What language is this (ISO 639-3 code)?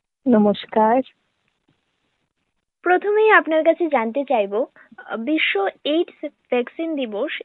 ben